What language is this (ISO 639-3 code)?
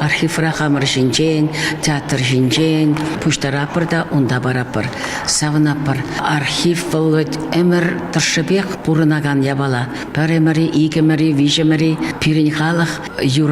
chv